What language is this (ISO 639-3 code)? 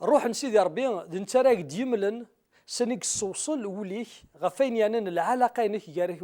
kab